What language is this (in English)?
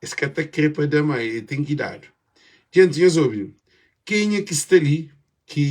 Kabuverdianu